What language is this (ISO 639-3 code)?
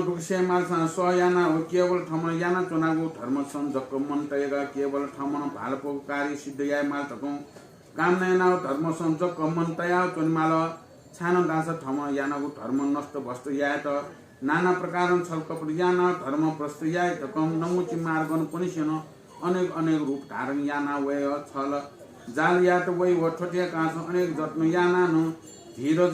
new